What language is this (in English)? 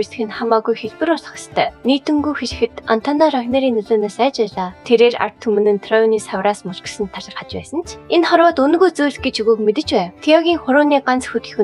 Mongolian